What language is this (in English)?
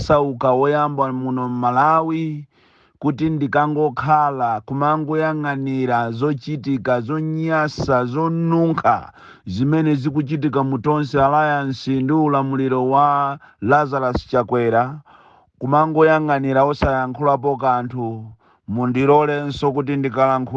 Nyanja